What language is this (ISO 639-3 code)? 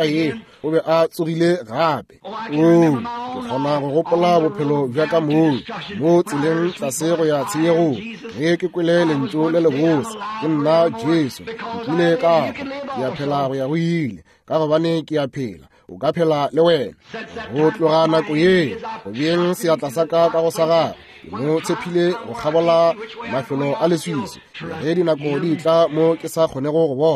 nso